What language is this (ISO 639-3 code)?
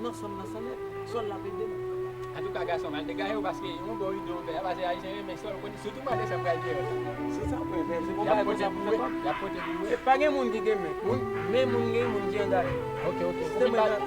hat